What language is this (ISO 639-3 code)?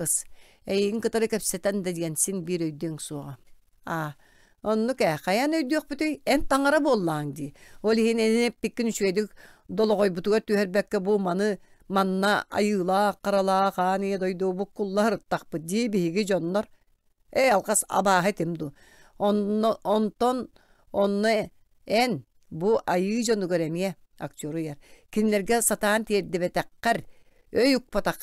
sah